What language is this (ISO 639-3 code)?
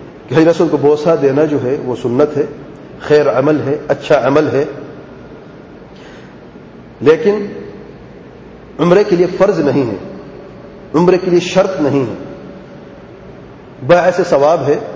urd